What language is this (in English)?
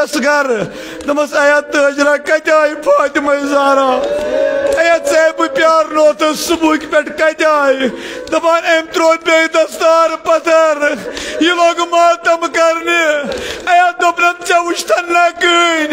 Kashmiri